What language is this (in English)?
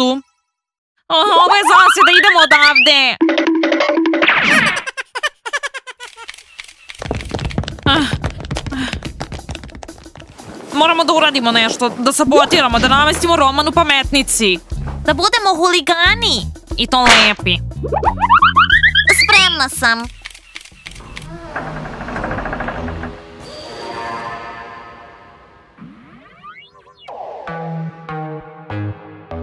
Serbian